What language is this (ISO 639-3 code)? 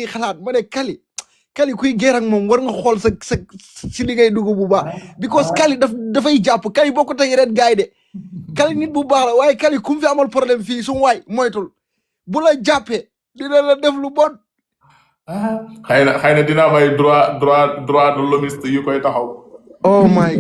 wol